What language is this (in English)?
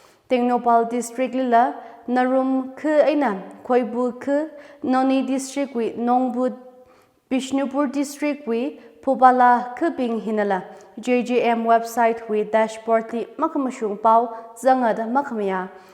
Tangkhul Naga (India)